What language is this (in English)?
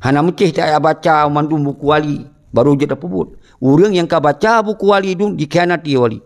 Achinese